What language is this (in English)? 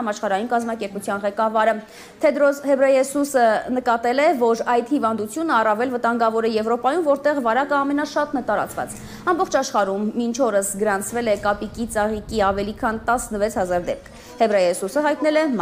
Armenian